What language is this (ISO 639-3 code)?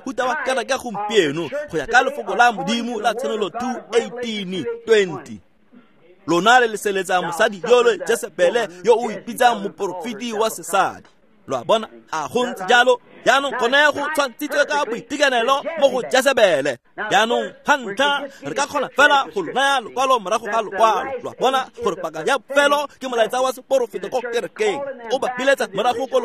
tsn